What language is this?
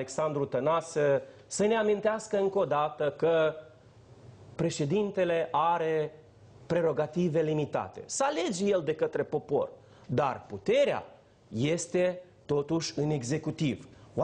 Romanian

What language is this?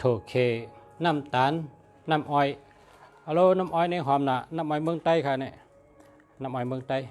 Shan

